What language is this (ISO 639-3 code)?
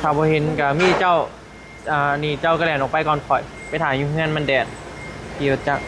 tts